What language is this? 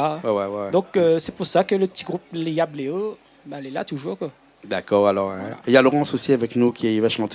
Réunion Creole French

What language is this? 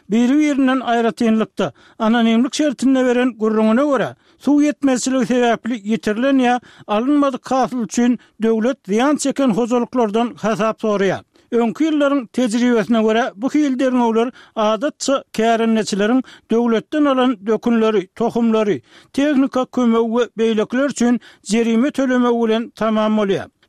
Turkmen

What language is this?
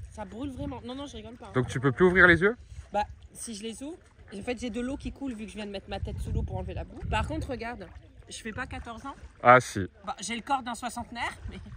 French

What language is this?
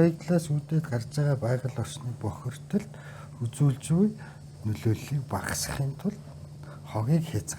Mongolian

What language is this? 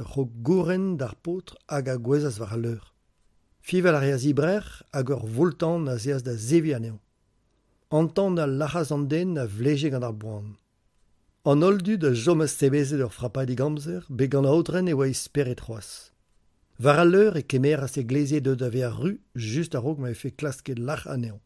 Breton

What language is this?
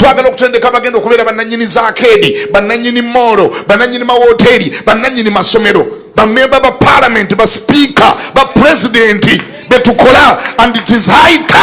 Ganda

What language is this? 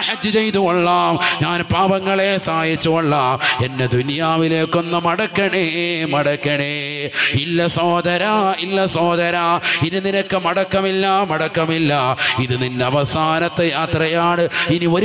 Malayalam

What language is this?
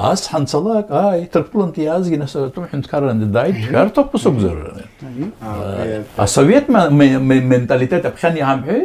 Abkhazian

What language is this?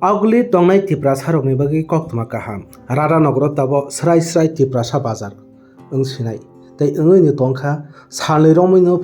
Kok Borok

